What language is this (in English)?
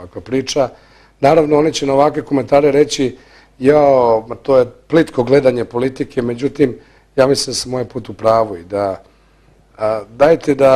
Bosnian